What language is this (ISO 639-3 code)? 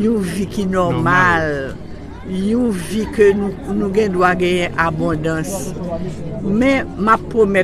hat